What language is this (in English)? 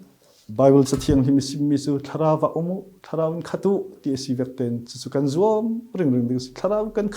Falam Chin